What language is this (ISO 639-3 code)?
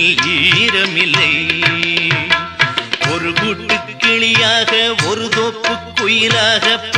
tam